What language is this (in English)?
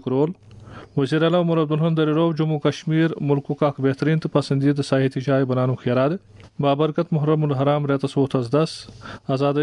Kashmiri